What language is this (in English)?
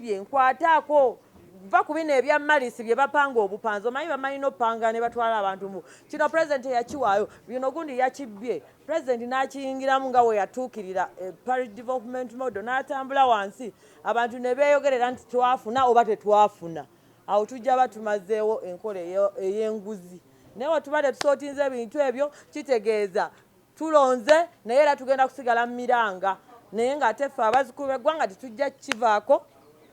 Ganda